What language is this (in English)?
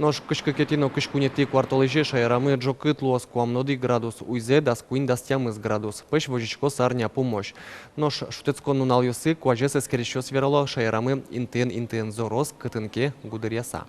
Udmurt